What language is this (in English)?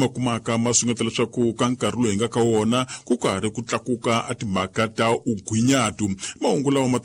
Tsonga